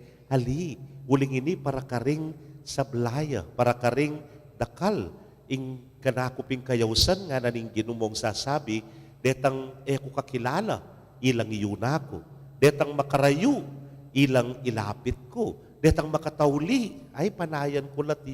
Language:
Pampanga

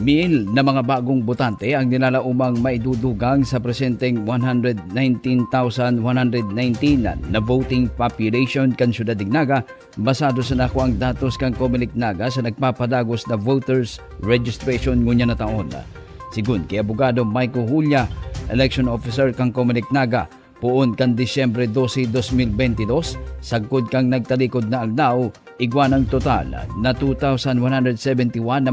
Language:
Bikol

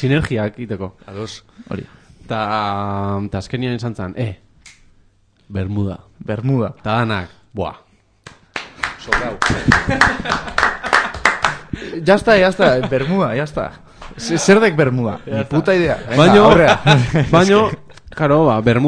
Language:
Basque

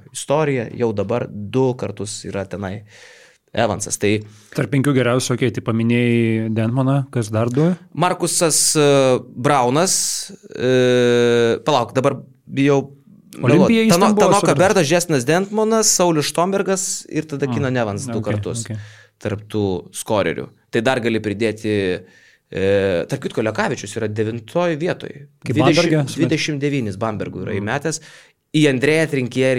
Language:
Lithuanian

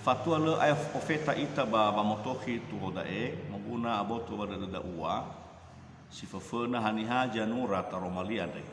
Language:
Nias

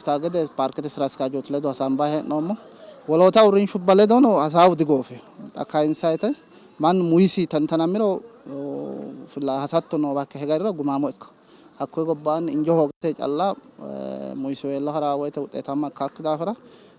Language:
Sidamo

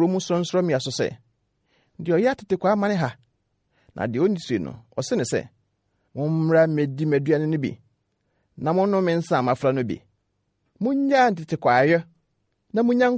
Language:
Akan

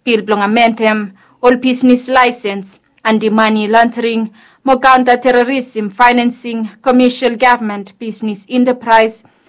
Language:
Bislama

